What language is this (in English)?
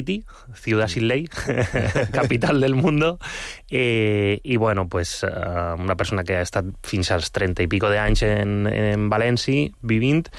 Catalan